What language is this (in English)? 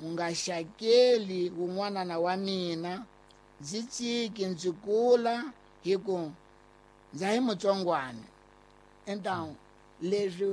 Tsonga